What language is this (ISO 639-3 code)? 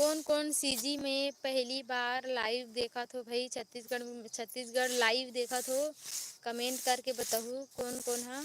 hne